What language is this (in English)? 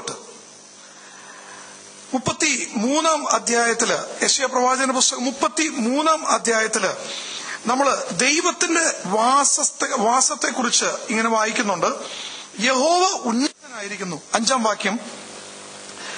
Malayalam